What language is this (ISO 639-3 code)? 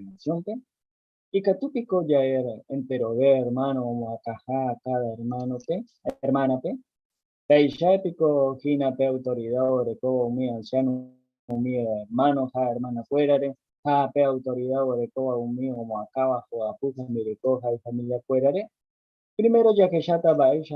grn